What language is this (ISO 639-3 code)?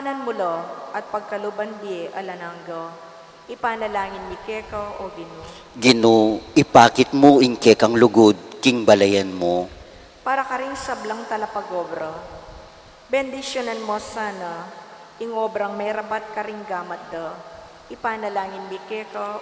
pam